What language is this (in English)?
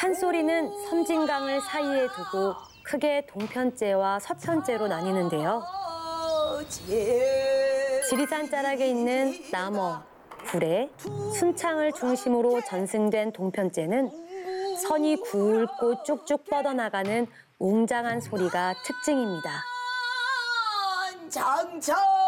Korean